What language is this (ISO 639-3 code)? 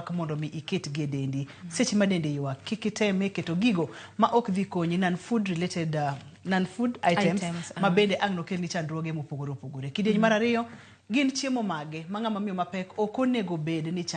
luo